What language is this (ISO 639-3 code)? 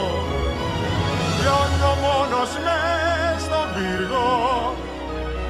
ell